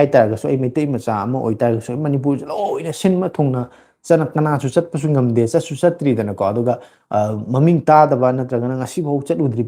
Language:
Manipuri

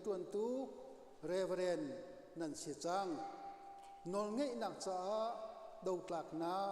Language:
Hakha Chin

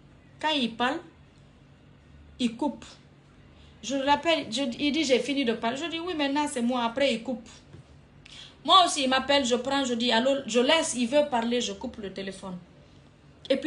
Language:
French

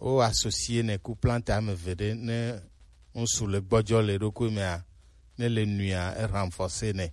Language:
Gen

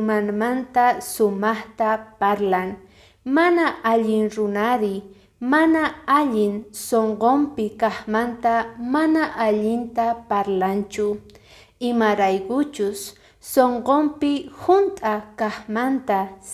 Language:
Quechua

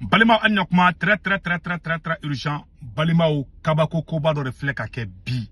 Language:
Bambara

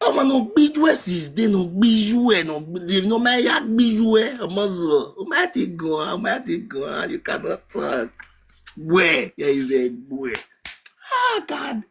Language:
Nigerian Pidgin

